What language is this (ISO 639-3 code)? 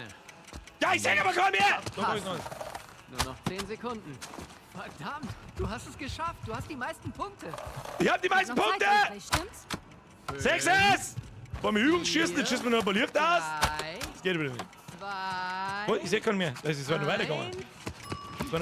bar